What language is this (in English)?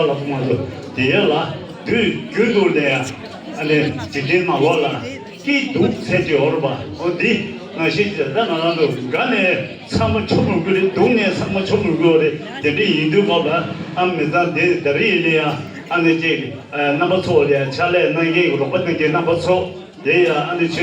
Tibetan